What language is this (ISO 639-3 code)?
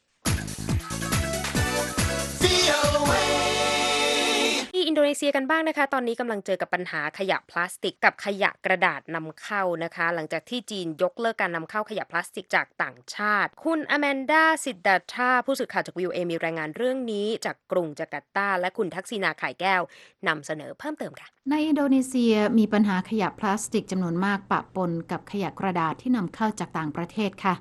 tha